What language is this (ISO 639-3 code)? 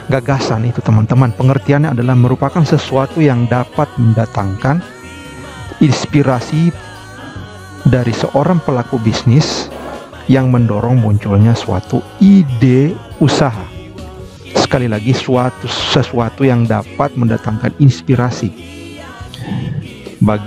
ind